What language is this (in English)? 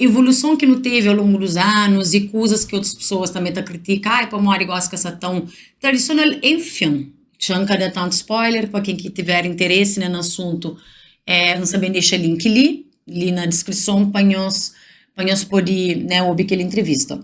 Kabuverdianu